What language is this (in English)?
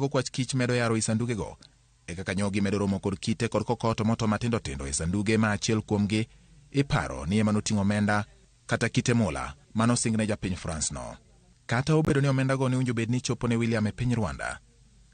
Luo (Kenya and Tanzania)